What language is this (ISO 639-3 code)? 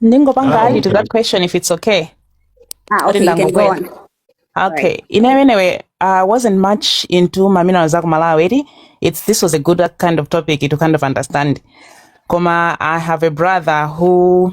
nya